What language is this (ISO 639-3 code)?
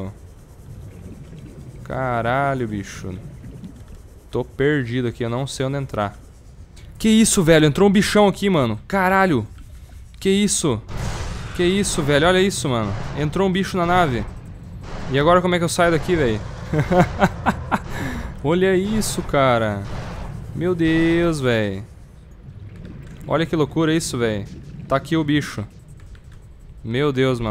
por